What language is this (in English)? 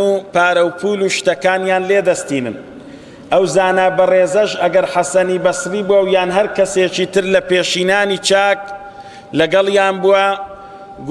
Central Kurdish